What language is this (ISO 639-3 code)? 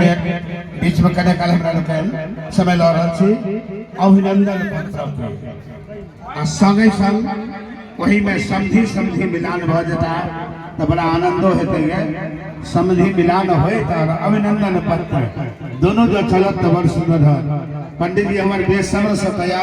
mai